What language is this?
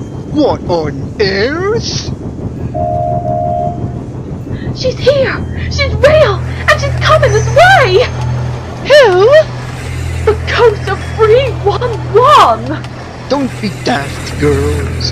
English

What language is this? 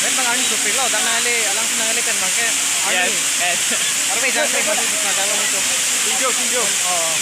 Karbi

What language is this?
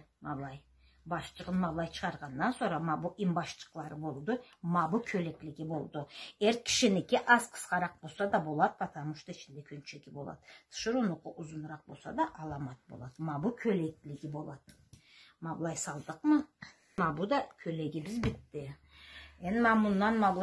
Karachay-Balkar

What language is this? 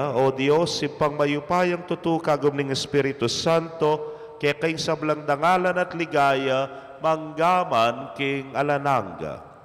Pampanga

